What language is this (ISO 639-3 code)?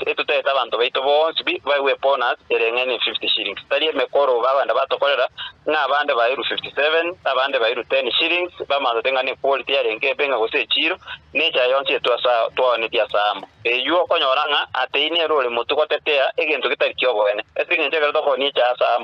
guz